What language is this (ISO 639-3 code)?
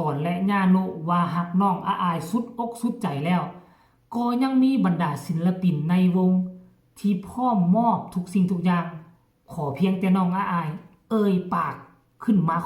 tts